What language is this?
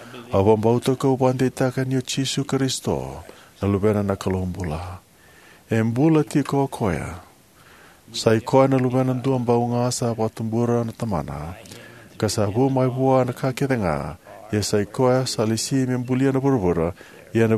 Fijian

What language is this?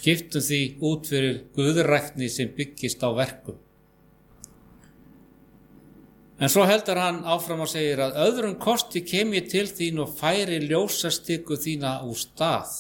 Icelandic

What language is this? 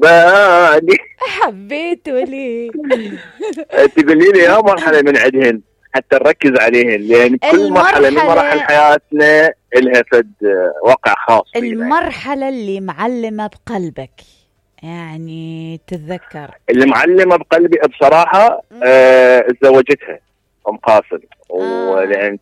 Mesopotamian Arabic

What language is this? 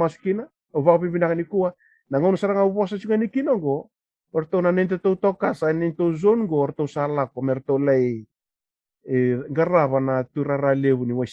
Fijian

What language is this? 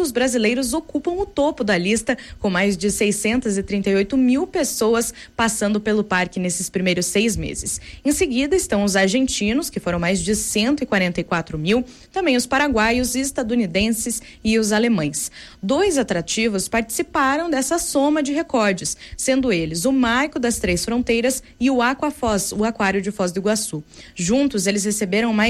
Portuguese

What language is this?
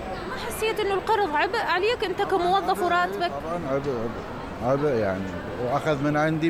Mesopotamian Arabic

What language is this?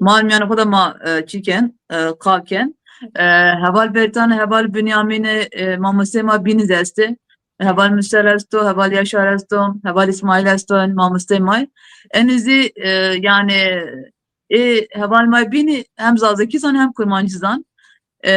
Zaza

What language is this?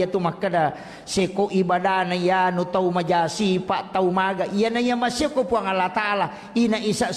Buginese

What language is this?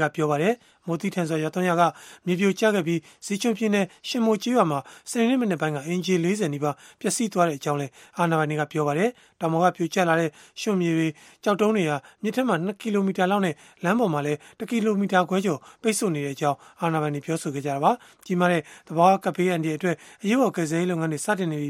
Burmese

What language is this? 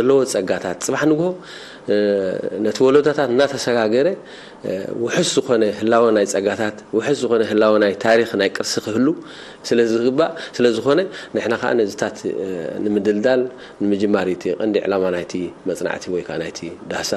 Tigrinya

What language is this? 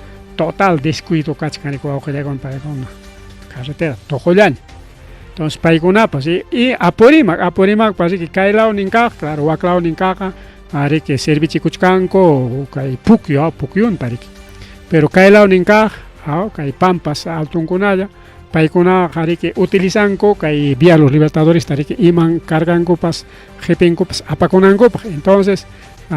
Ayacucho Quechua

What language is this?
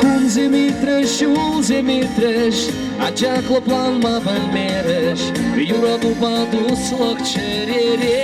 Chuvash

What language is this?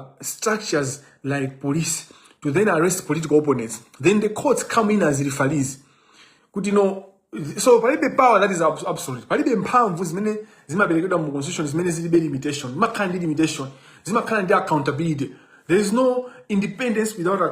Nyanja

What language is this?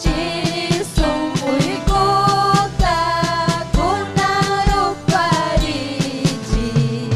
Ayacucho Quechua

